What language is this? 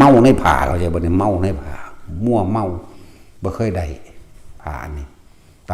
Northeastern Thai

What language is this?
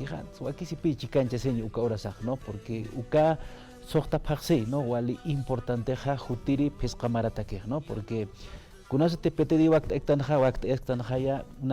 Aymara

